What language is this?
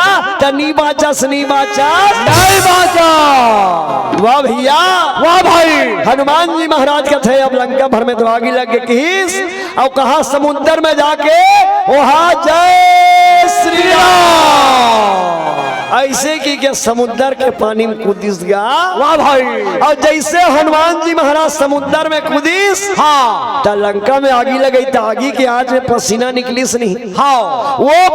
Chhattisgarhi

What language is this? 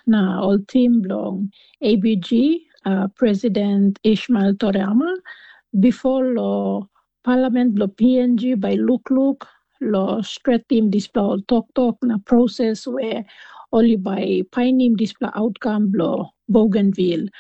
Tok Pisin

